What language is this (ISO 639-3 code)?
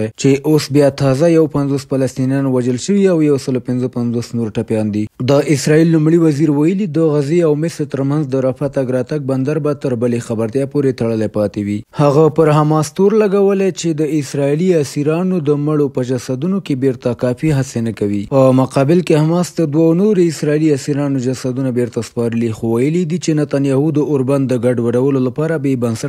pus